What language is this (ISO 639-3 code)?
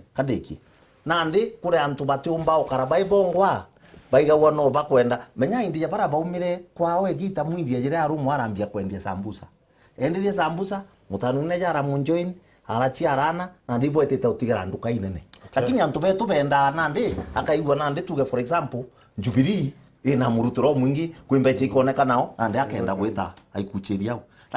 mer